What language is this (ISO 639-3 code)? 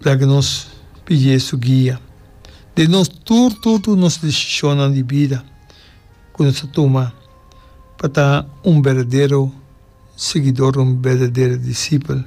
pap